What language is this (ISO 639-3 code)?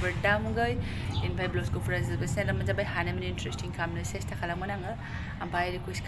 brx